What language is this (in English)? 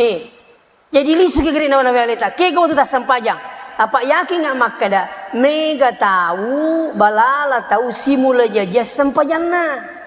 Buginese